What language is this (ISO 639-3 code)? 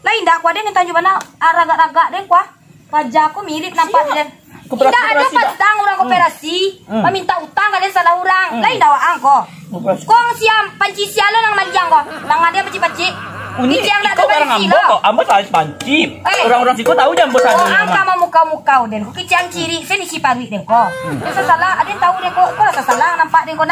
min